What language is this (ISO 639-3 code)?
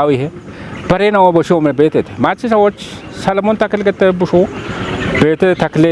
kbr